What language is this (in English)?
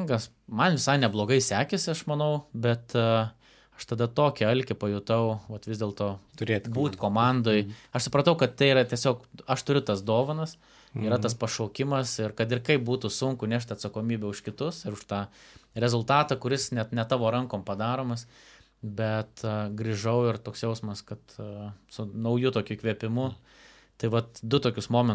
Lithuanian